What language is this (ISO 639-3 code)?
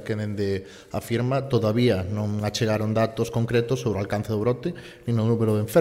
glg